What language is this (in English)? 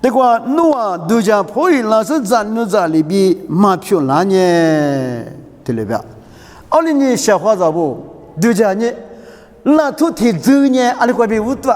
Lisu